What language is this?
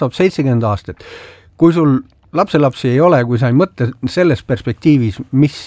Estonian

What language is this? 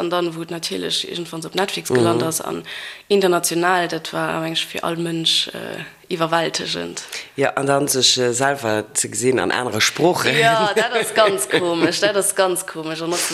Luxembourgish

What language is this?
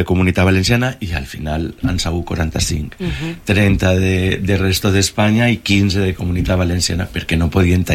Catalan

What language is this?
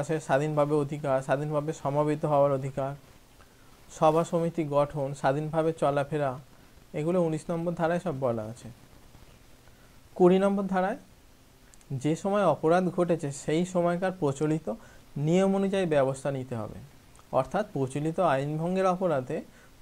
Bangla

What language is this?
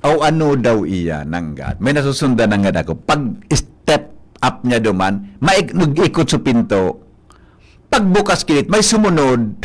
Bikol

